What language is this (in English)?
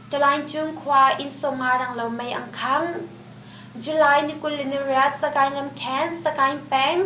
Hakha Chin